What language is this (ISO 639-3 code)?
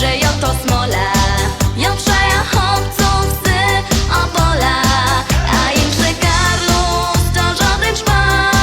szl